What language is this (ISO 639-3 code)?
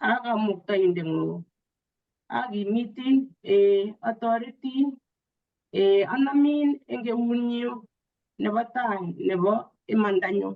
kln